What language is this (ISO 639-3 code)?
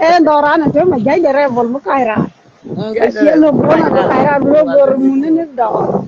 nus